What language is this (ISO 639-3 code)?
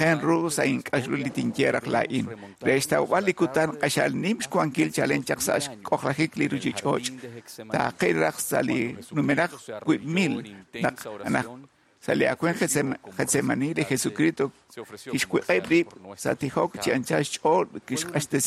kek